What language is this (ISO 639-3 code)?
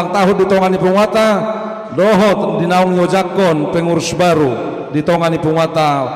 bbc